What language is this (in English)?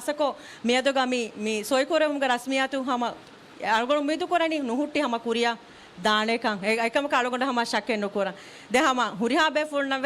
Divehi